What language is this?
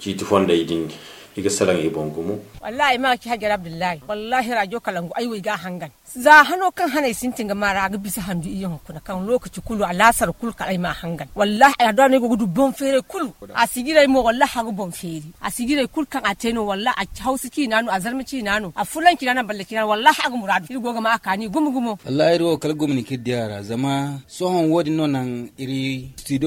Zarma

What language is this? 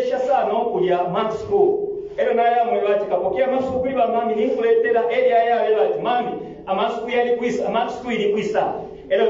Bemba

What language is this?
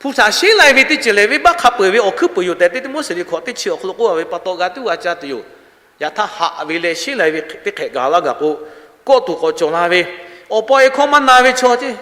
Lahu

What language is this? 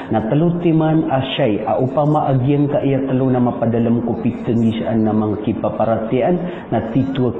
Maranao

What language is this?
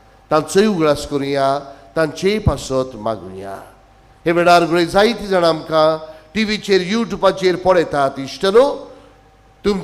Konkani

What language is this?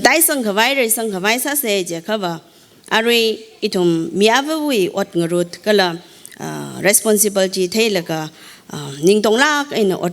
Tangkhul Naga (India)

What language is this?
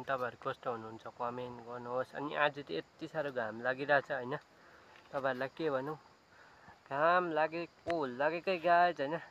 Nepali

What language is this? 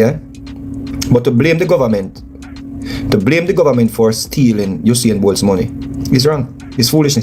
Jamaican Creole English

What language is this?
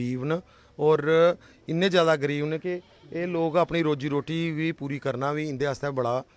Dogri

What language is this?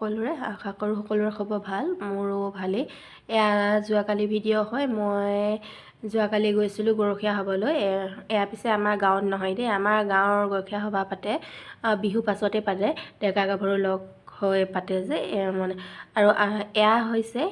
Assamese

